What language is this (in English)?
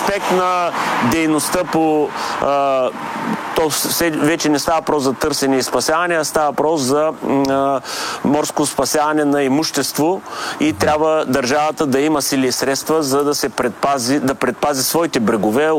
Bulgarian